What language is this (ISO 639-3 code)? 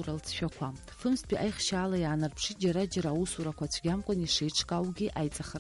abk